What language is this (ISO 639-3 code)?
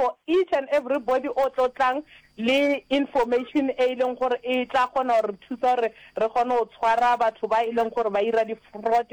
nso